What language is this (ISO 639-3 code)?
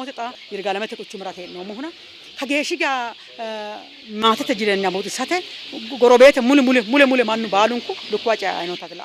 sid